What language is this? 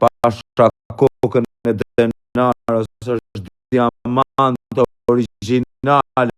Albanian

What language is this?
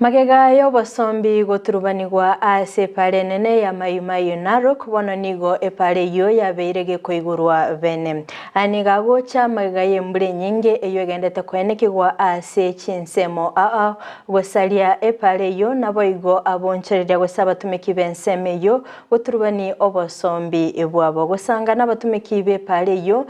Gusii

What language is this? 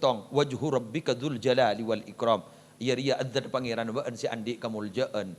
Madurese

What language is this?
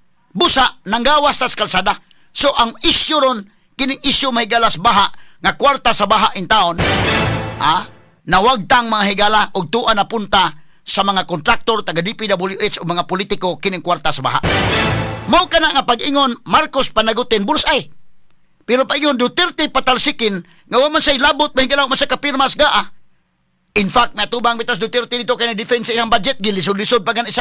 Cebuano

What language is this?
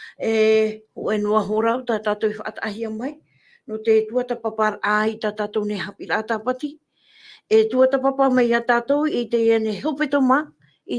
Tahitian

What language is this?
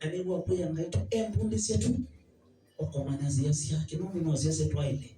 Swahili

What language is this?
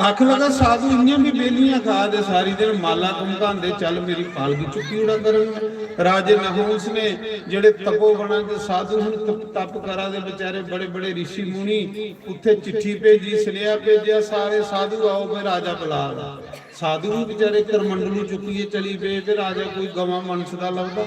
Dogri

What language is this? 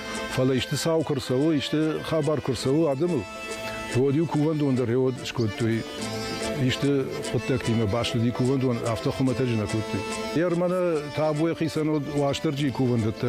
Ossetic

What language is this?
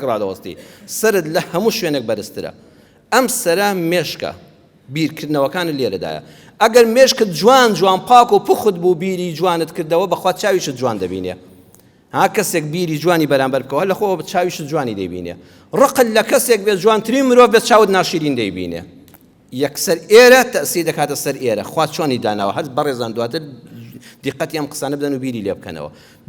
Central Kurdish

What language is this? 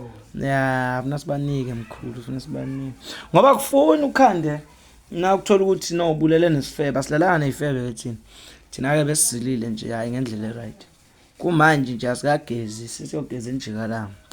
Zulu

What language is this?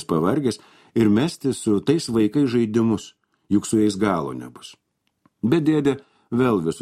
Lithuanian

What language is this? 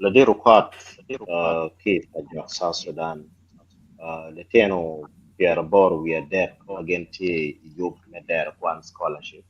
Acoli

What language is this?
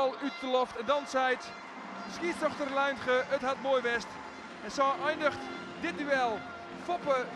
Western Frisian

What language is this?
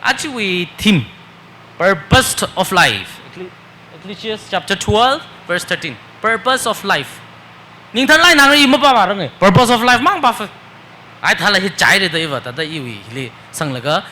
Tangkhul Naga (India)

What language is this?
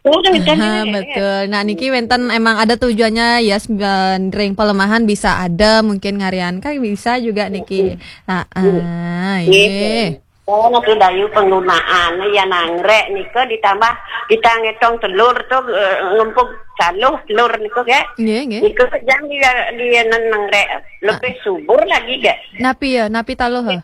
Balinese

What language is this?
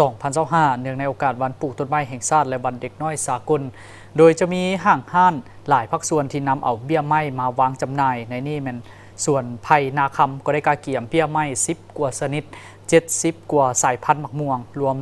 Lao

